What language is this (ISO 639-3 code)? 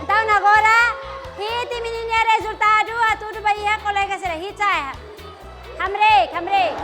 tet